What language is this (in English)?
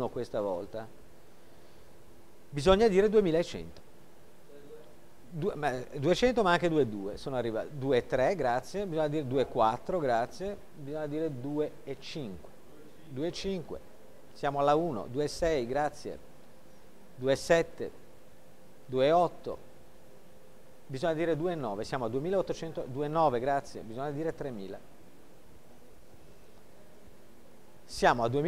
Italian